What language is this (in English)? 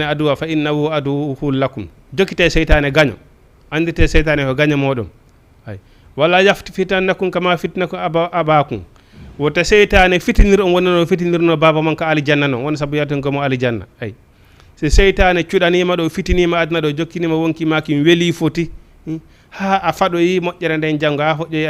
Fula